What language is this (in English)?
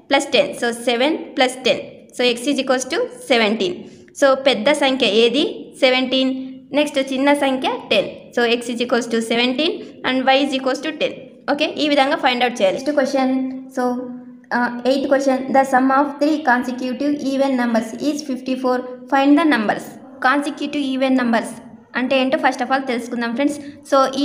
Telugu